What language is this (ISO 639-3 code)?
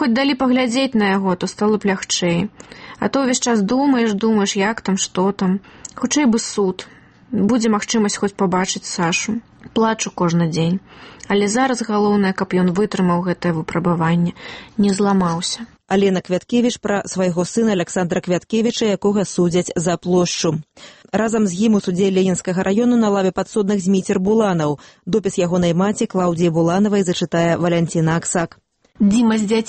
bel